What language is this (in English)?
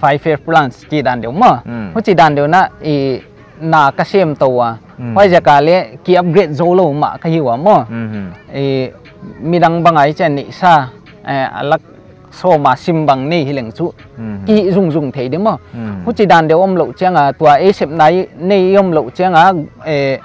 Paite Chin